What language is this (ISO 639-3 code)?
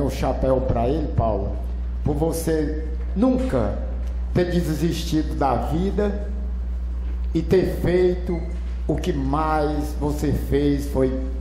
por